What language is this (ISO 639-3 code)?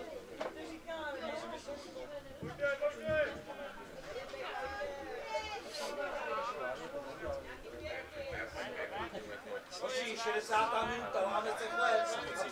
ces